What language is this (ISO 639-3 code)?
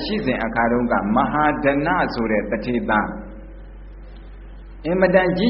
mya